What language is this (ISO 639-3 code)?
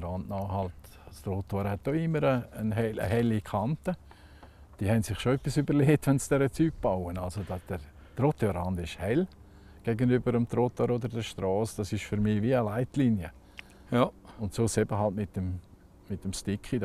deu